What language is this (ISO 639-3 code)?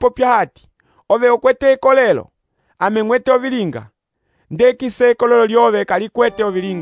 umb